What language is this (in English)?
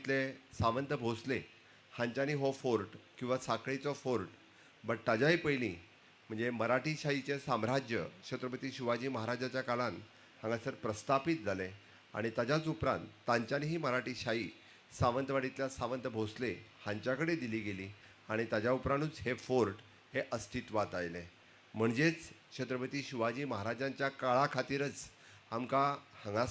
Konkani